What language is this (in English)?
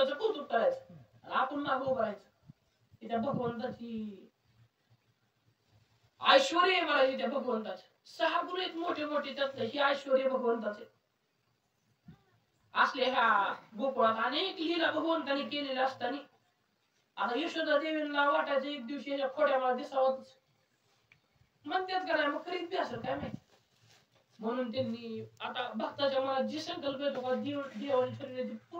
Marathi